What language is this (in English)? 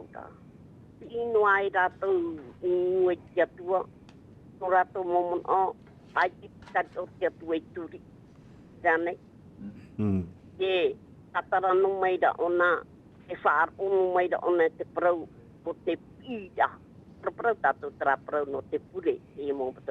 Tahitian